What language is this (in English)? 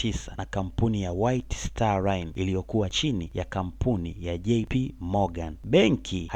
Swahili